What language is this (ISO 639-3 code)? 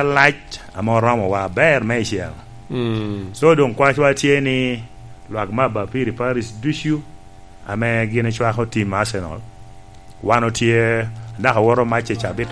laj